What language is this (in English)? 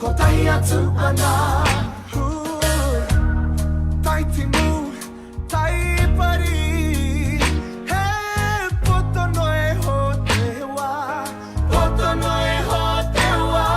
Māori